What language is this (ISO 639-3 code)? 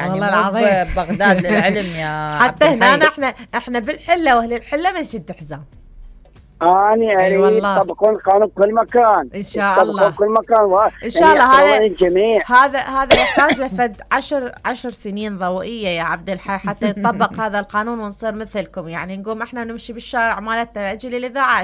acm